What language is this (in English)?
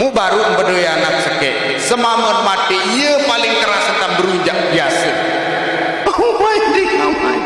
Sasak